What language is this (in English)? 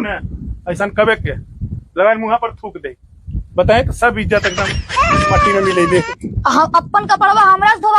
Magahi